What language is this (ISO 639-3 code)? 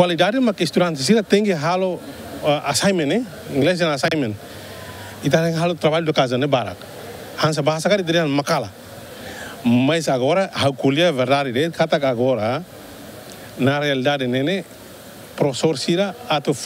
tet